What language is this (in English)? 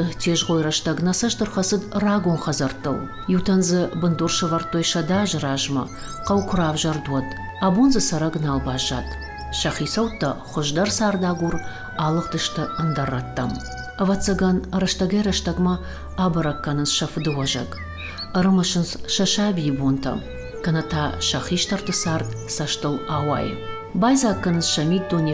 Ossetic